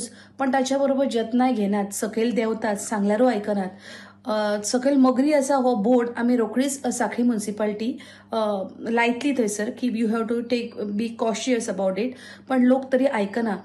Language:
Konkani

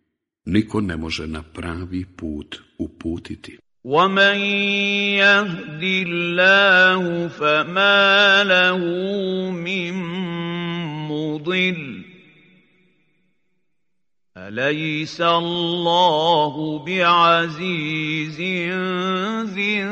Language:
Bosnian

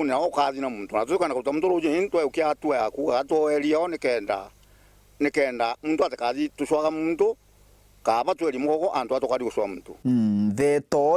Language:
Meru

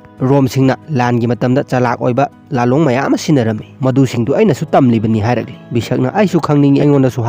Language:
Manipuri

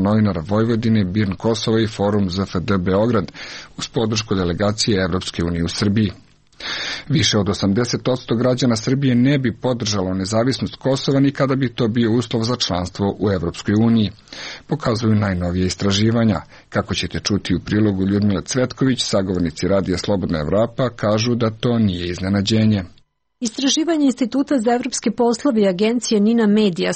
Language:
Serbian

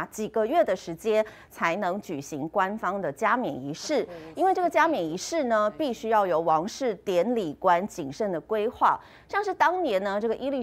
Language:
Chinese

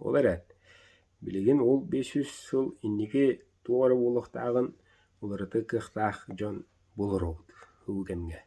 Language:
Yakut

